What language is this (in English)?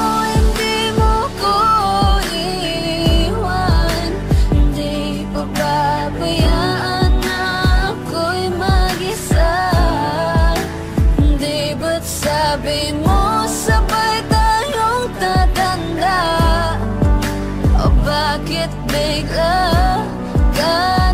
Filipino